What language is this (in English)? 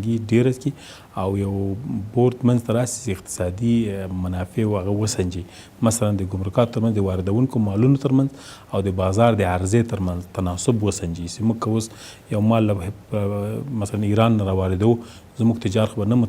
Pashto